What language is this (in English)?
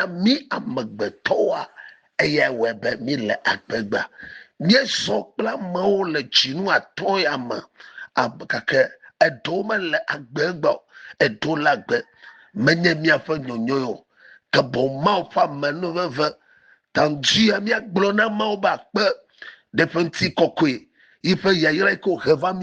Ewe